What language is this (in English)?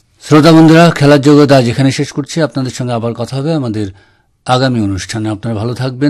Bangla